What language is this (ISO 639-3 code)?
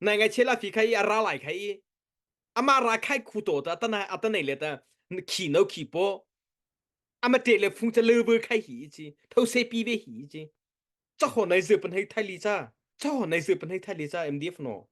mrh